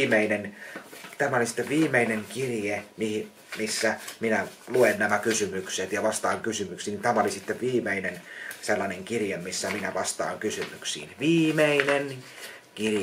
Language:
Finnish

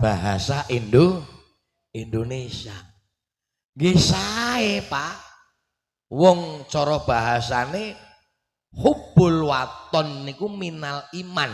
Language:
Javanese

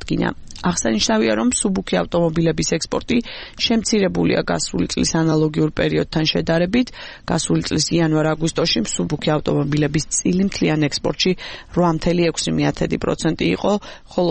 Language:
Georgian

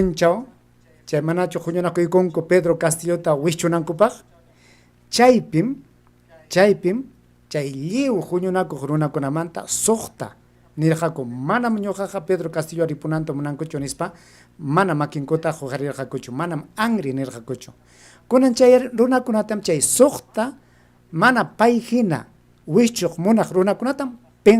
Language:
Ayacucho Quechua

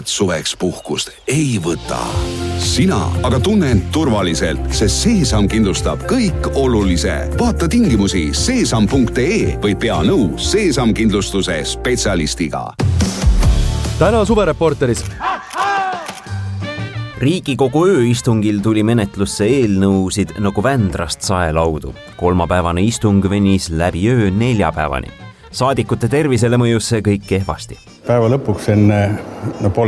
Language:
Estonian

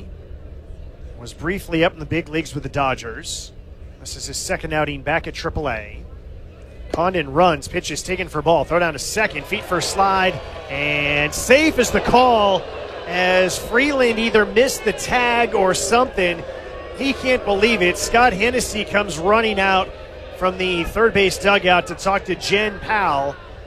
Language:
English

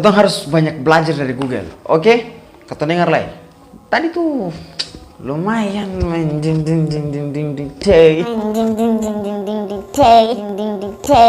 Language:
Ambonese Malay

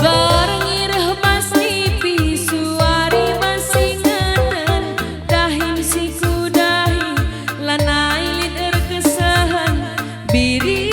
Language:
Batak Karo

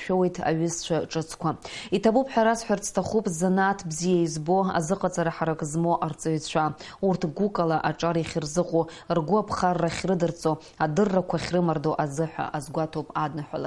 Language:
Abkhazian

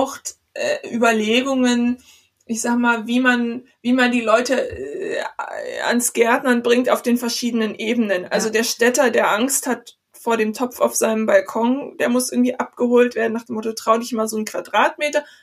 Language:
German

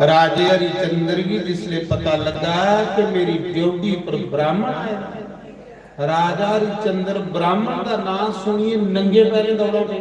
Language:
Dogri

